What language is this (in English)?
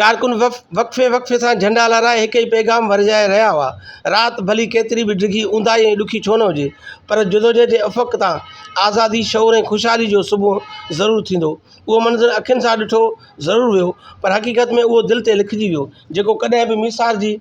Sindhi